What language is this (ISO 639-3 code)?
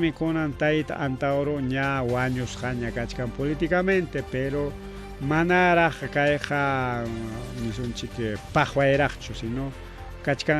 quy